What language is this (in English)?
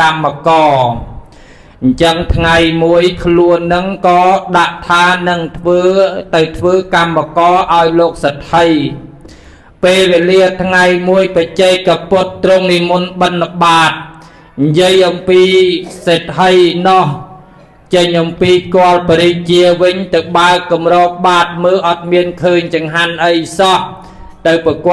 Khmer